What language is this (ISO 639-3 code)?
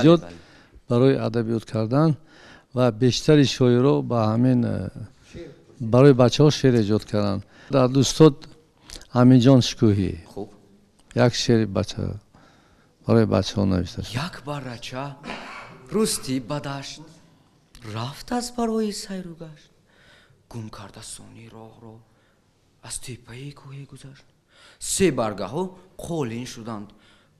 tgk